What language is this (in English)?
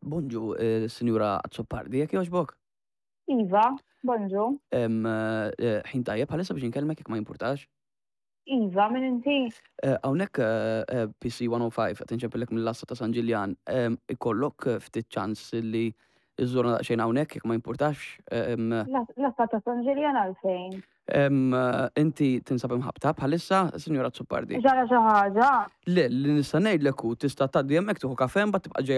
Maltese